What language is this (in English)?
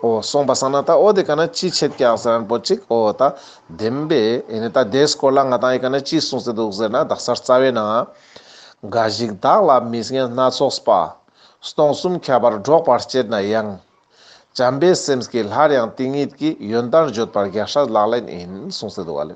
Ladakhi